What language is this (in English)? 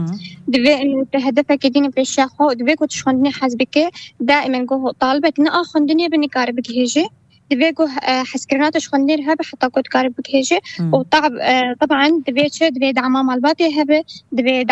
Kurdish